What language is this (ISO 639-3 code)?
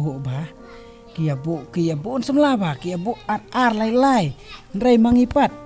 kha